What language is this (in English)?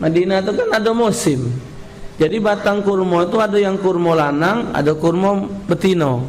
Musi